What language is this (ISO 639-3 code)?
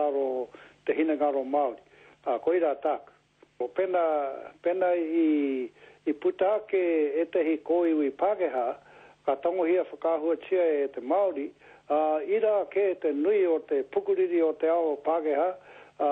mri